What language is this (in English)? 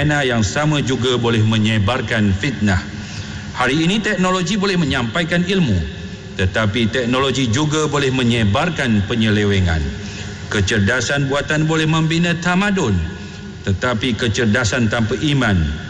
Malay